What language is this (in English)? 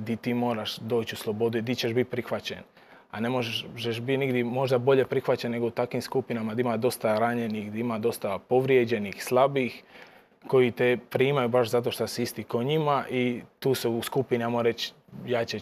Croatian